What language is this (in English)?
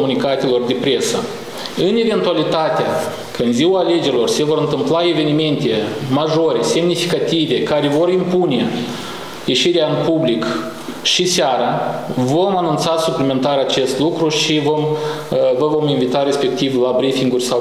Romanian